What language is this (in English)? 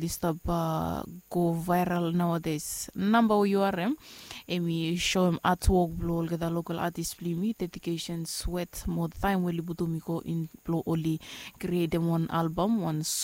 Bislama